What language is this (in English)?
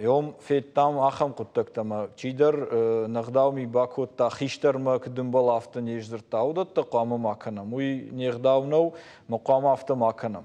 Ossetic